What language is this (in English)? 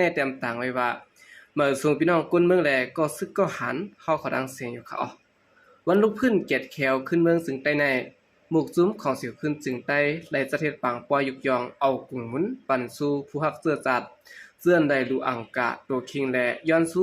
Shan